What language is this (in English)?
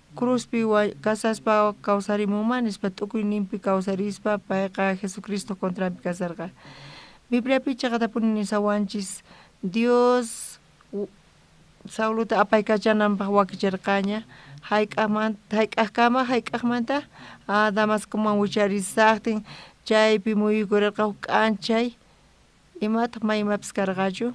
South Bolivian Quechua